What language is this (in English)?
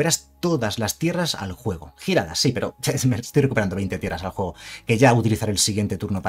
Spanish